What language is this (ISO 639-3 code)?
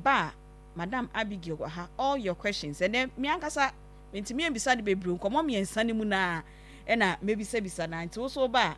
aka